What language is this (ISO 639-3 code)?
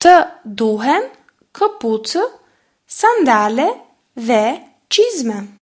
sqi